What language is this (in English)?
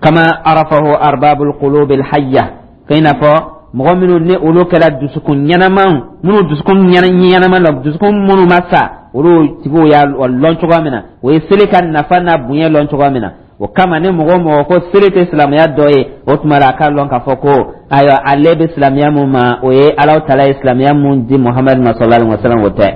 Dyula